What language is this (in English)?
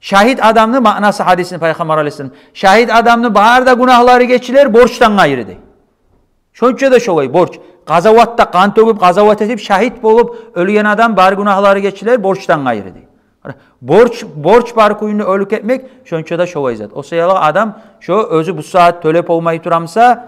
Kumyk